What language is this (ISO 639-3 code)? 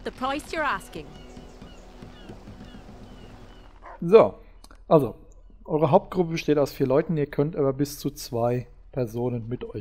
deu